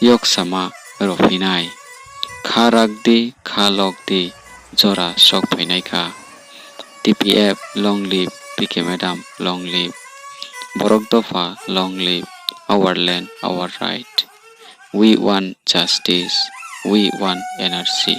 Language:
Riang (India)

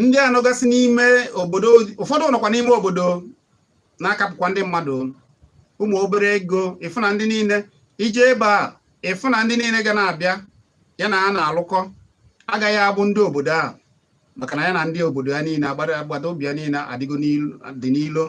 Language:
Igbo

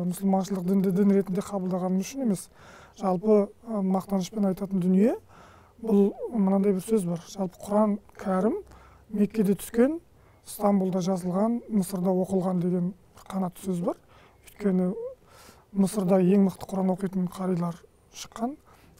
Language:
Kazakh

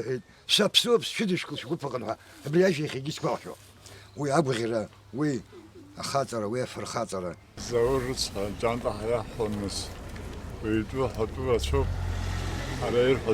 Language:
Abkhazian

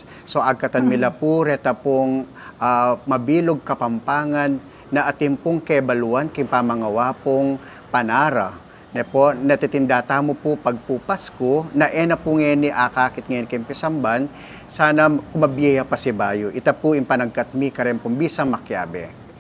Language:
Pampanga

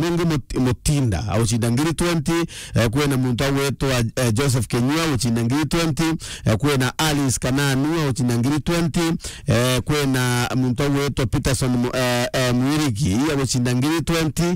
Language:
Meru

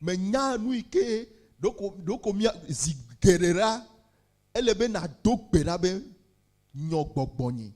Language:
Ewe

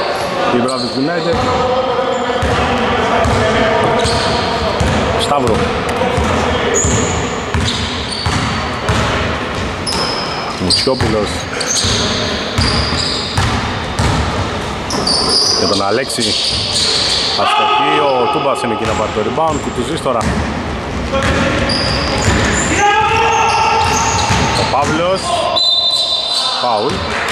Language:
Greek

